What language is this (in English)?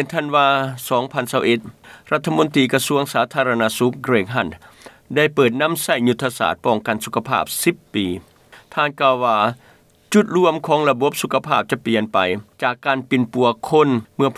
Lao